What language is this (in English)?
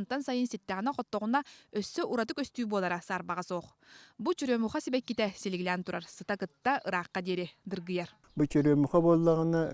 Yakut